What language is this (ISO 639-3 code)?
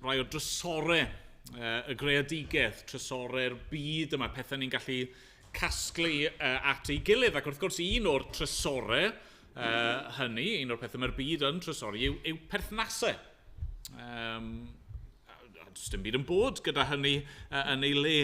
cym